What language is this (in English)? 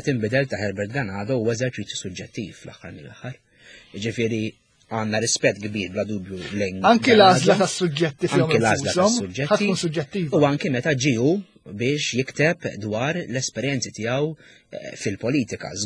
Maltese